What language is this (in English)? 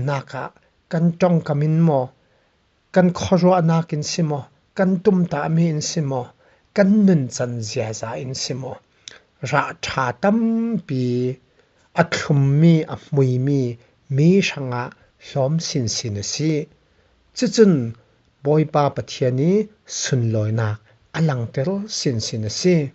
Falam Chin